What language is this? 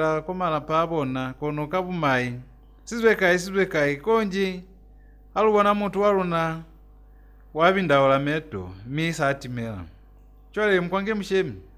Lozi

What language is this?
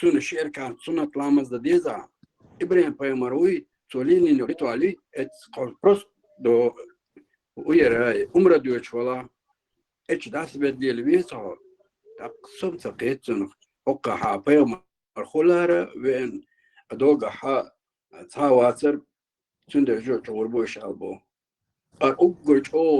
Chechen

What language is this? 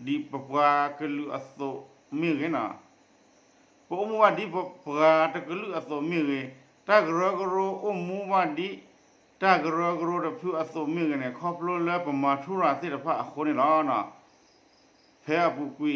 S'gaw Karen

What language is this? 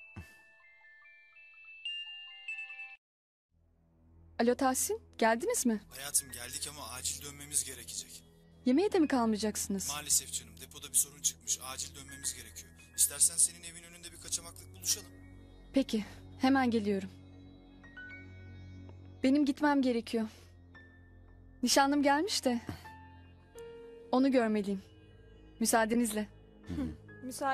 Turkish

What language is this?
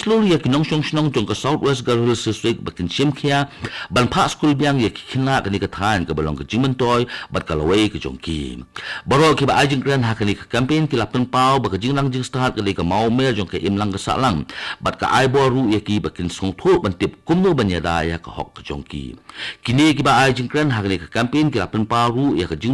Khasi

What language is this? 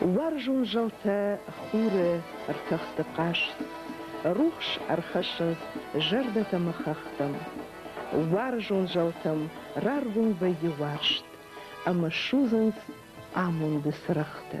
Ossetic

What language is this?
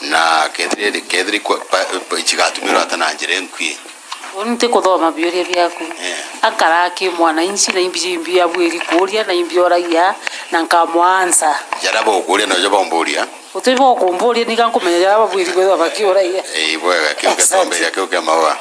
Meru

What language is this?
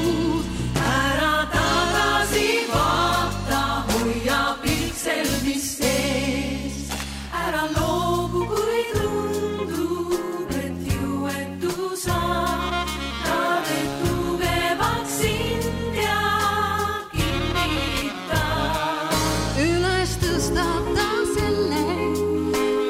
Estonian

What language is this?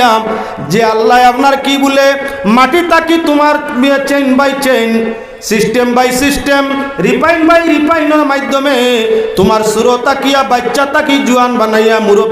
Sylheti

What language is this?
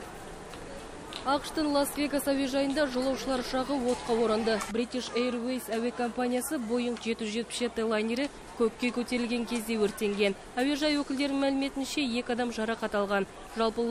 Kazakh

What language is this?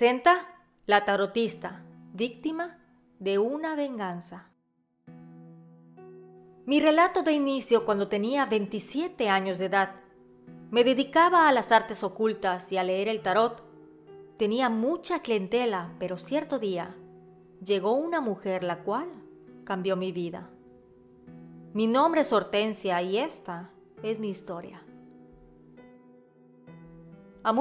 Spanish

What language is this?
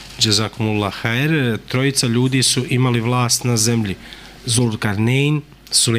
Bosnian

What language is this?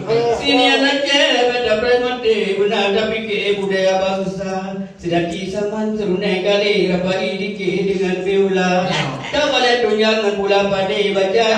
Achinese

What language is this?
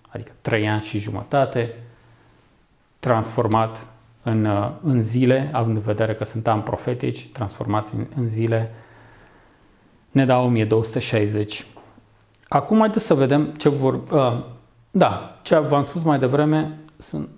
Romanian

